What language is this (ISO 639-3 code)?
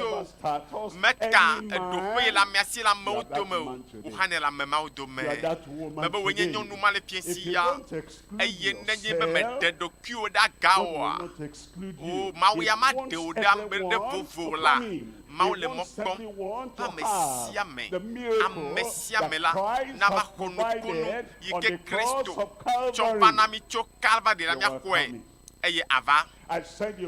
ewe